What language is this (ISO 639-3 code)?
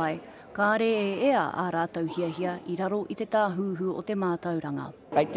mri